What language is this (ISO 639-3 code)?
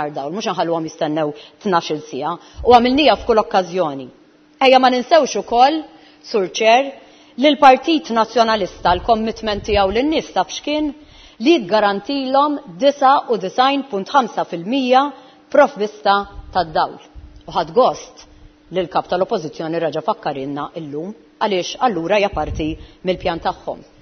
mlt